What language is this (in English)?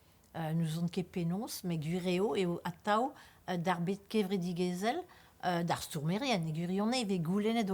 Breton